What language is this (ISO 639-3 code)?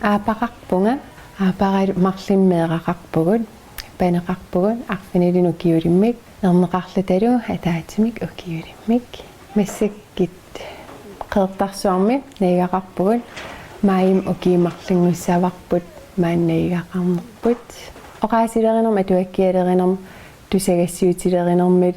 kal